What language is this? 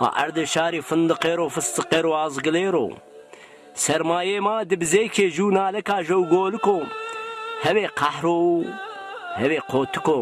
Zaza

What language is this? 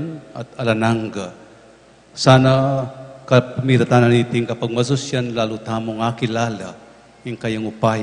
Pampanga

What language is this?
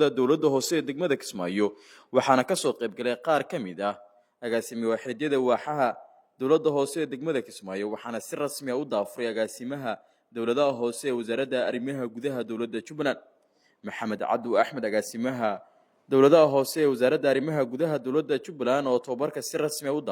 Somali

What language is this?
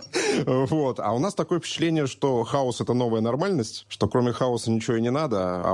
Russian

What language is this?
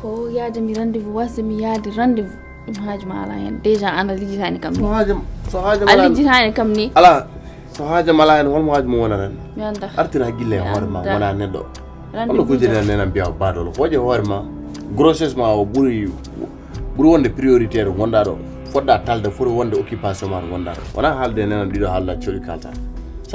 Fula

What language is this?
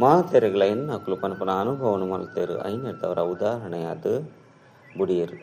Tulu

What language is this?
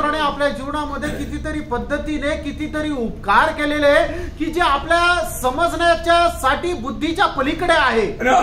Marathi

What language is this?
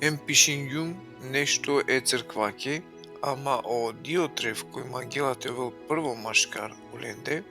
Balkan Romani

